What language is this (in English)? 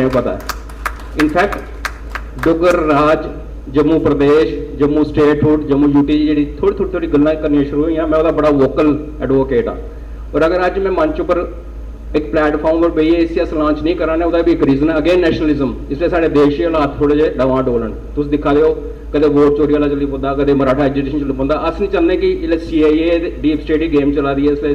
Dogri